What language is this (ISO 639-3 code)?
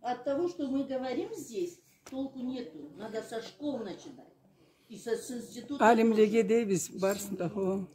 krc